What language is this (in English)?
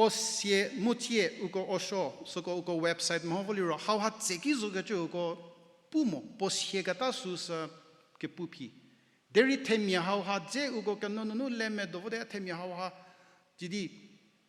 Angami Naga